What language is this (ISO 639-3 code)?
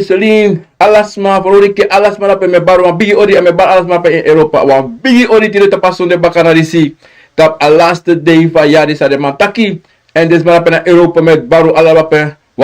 srn